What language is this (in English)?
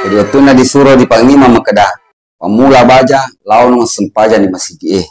Buginese